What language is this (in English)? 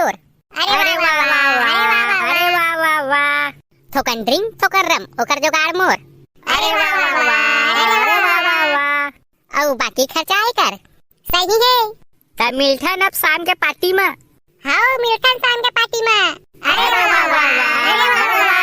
Chhattisgarhi